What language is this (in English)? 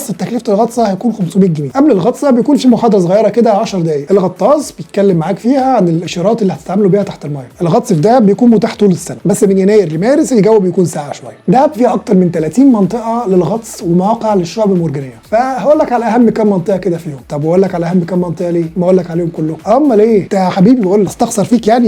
Egyptian Arabic